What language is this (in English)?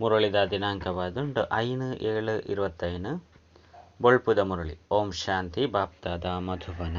Tulu